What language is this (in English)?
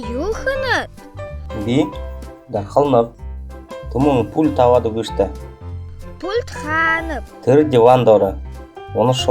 Buriat